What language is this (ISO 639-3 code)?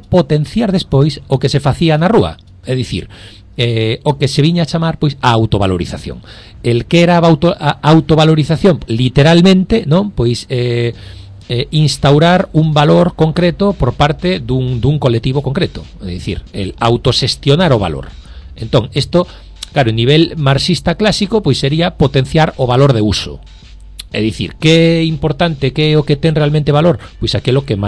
glg